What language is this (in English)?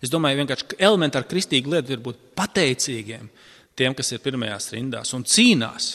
Latvian